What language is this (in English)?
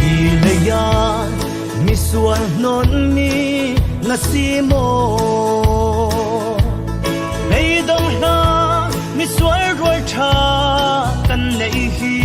Falam Chin